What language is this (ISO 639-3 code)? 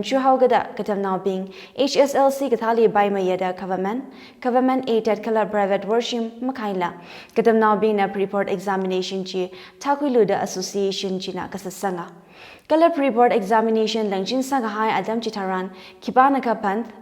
nmf